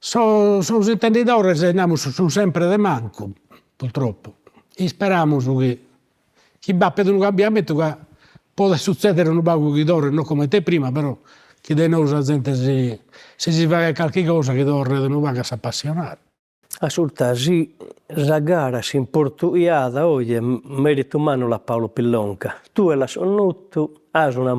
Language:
Sardinian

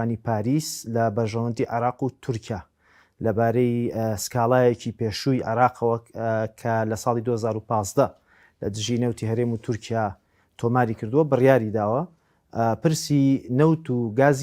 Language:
Central Kurdish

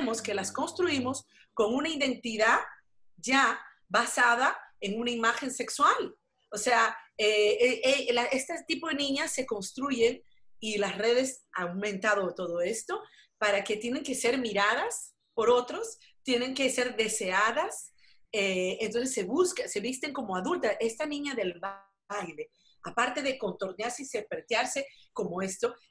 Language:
Spanish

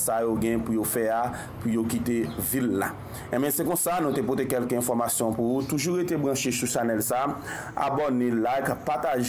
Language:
Haitian Creole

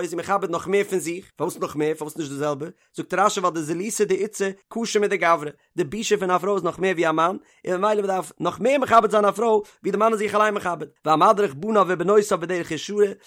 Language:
Yiddish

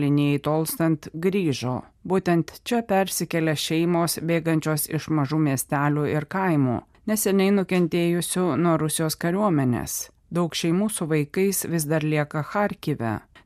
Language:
Lithuanian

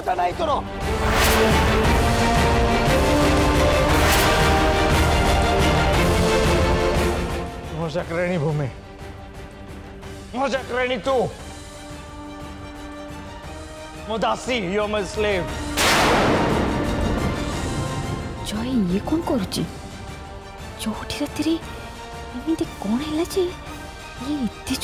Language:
Odia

